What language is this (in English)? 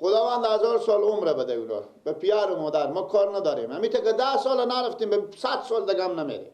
Persian